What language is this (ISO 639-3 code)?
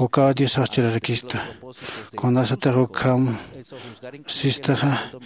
aym